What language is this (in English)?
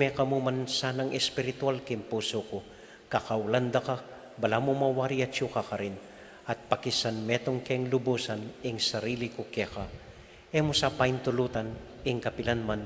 Pampanga